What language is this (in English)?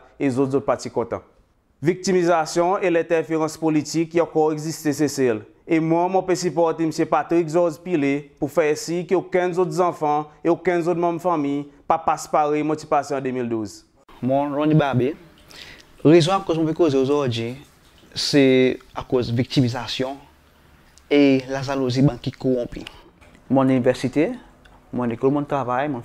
Seselwa Creole French